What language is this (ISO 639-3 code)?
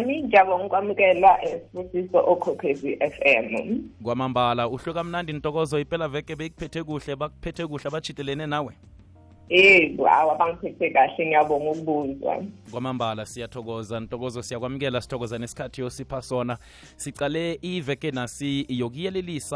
nbl